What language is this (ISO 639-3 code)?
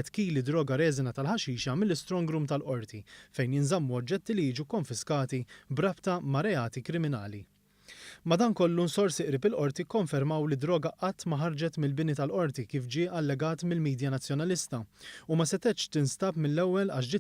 mlt